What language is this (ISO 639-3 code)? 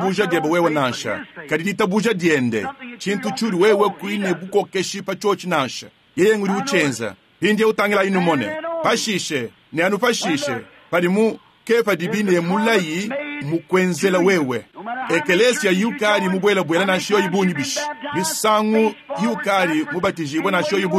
lua